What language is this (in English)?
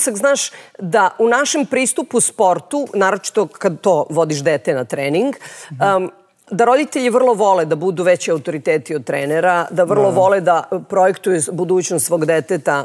Serbian